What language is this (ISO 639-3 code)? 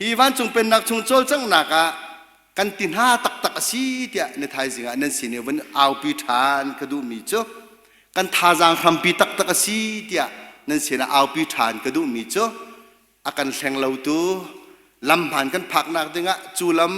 cnh